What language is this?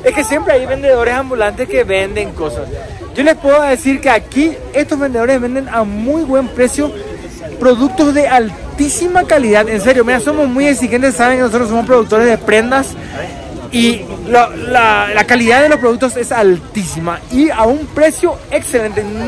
Spanish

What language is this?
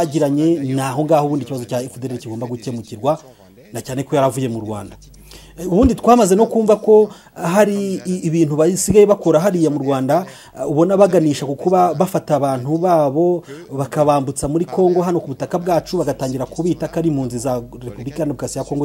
Kinyarwanda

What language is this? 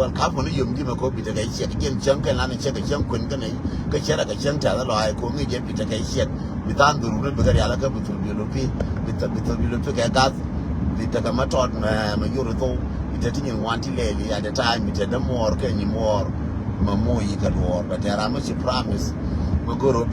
Nuer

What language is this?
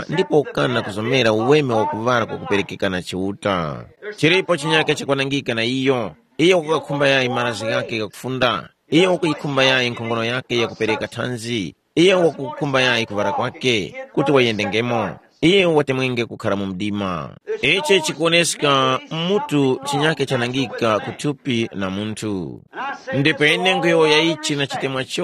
Tumbuka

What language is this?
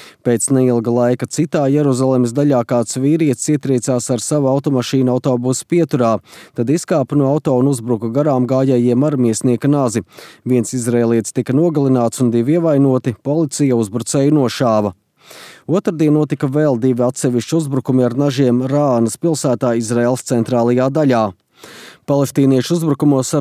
Latvian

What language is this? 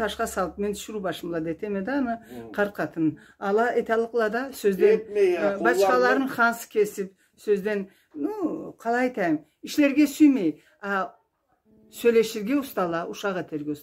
Karachay-Balkar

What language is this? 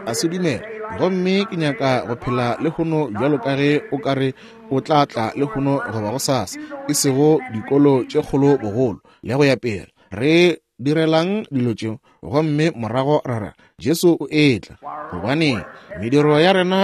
Northern Sotho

